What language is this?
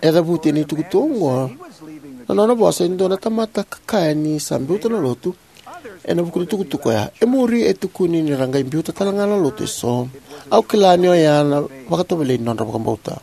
Fijian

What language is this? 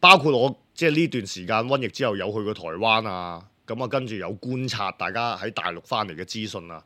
Cantonese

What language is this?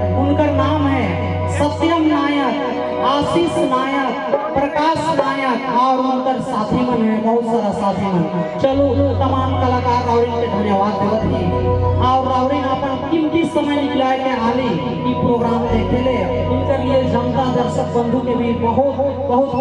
Sadri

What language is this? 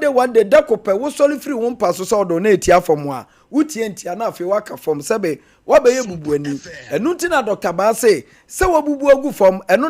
Akan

